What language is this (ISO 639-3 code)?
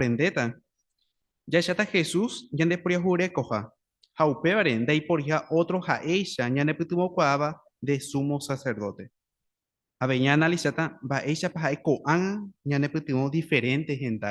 grn